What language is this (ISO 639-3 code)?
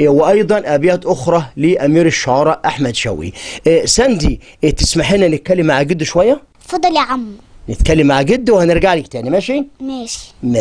arz